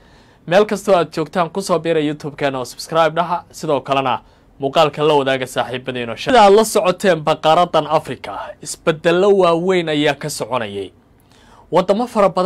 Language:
Somali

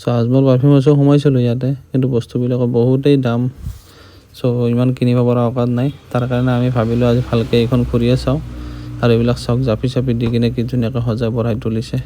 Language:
Assamese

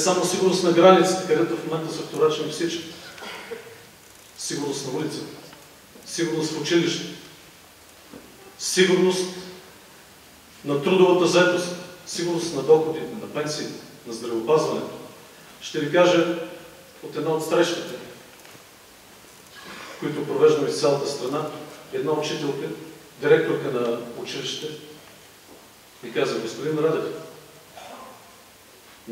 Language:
Bulgarian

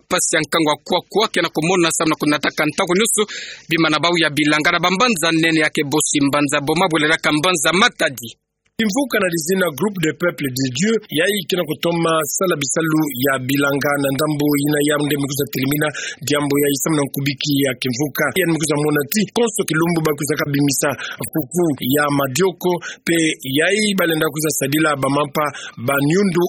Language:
Kituba (Democratic Republic of Congo)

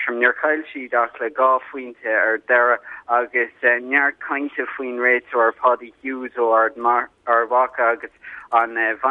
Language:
Irish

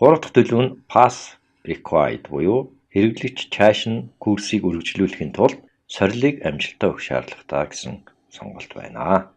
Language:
Mongolian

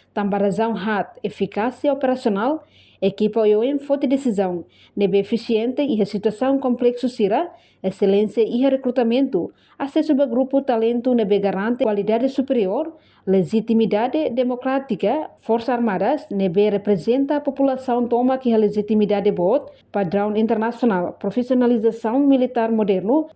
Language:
Tetum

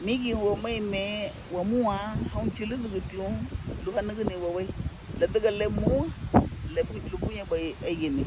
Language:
Garifuna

